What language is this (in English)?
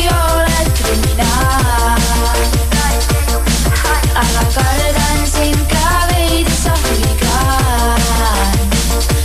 Estonian